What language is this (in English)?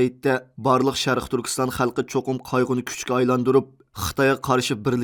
Uyghur